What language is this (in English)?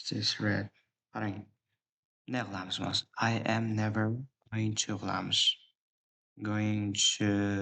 Uzbek